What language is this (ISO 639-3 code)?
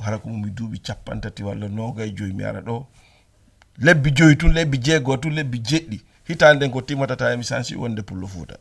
ful